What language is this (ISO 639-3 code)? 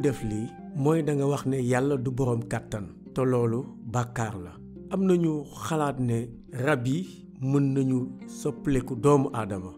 wol